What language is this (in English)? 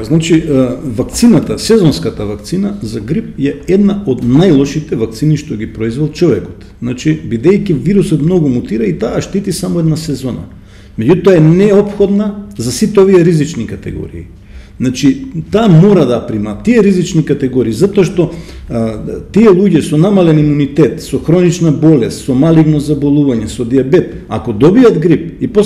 Macedonian